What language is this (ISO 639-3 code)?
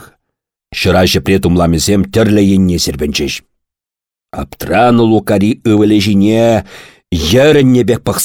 chv